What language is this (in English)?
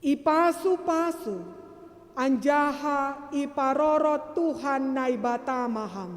Batak Simalungun